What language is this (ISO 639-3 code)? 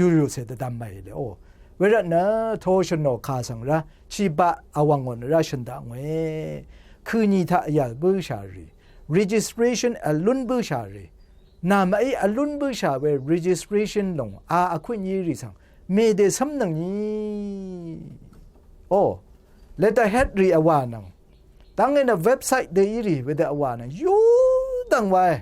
raw